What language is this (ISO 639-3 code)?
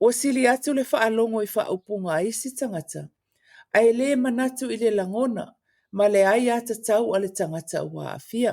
smo